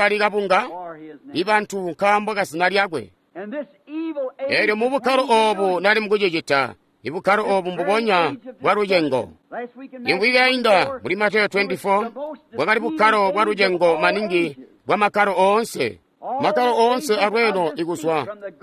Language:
Tonga (Zambia)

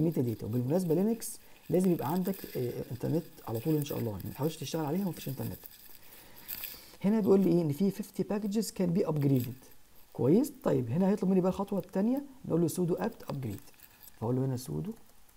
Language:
Egyptian Arabic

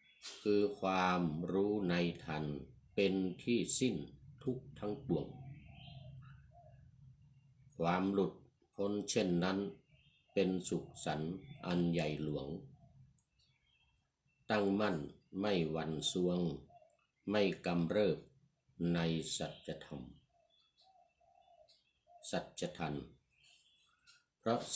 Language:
Thai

